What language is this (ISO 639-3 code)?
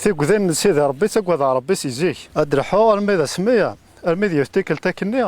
kab